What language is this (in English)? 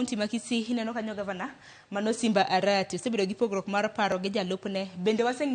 Luo (Kenya and Tanzania)